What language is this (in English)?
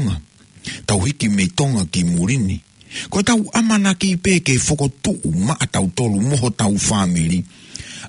Tongan